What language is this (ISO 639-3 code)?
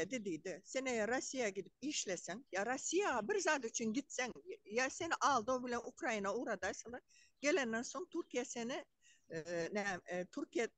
tuk